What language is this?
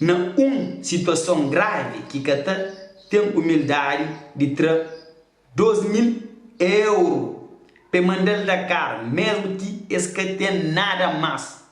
Kabuverdianu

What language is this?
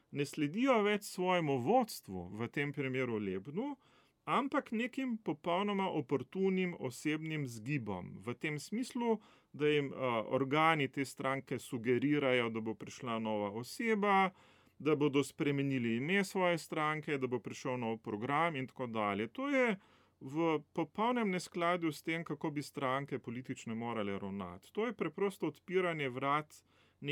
Slovenian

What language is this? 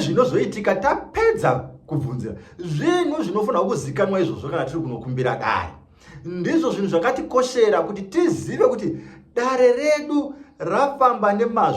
Shona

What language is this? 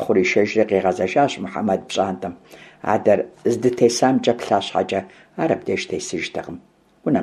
Kabardian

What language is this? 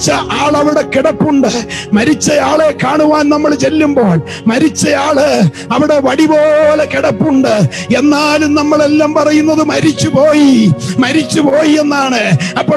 Malayalam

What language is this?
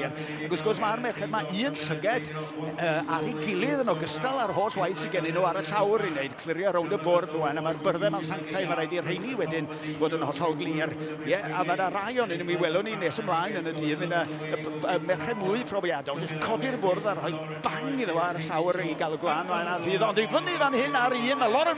Welsh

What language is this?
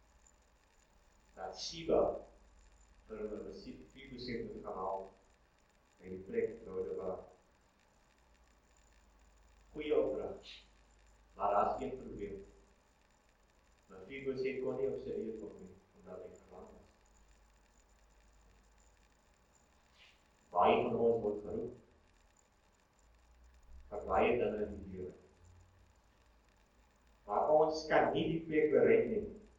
Afrikaans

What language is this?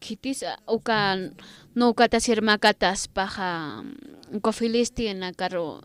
Aymara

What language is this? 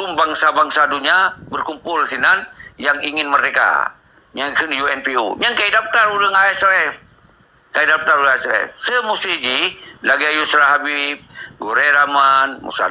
Achinese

